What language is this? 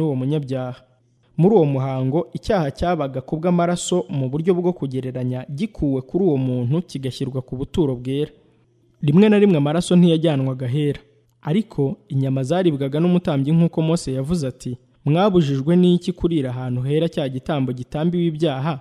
Kinyarwanda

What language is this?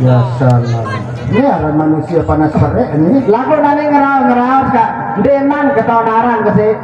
Sasak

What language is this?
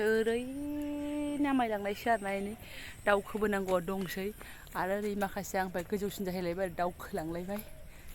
Bodo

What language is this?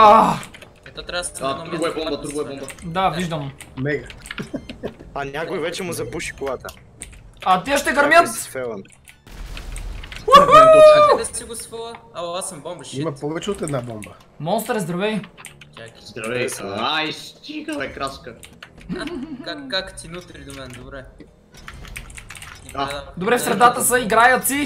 Bulgarian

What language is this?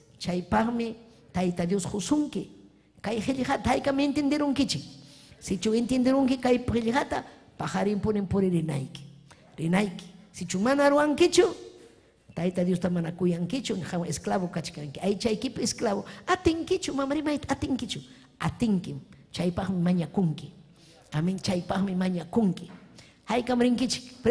Ayacucho Quechua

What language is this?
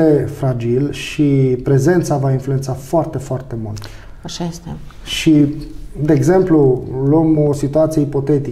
Romanian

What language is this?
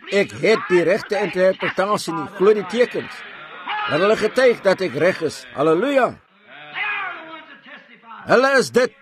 Afrikaans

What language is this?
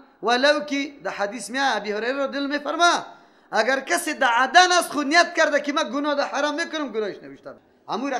Persian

